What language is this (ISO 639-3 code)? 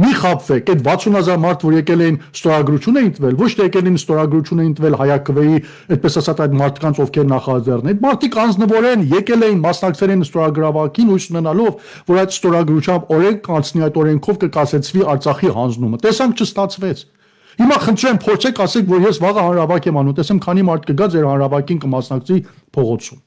hye